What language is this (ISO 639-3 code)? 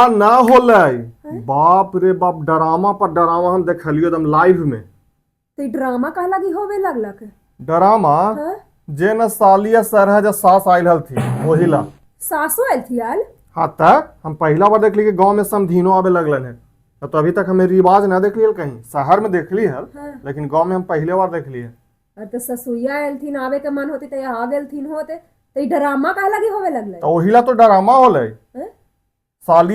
mag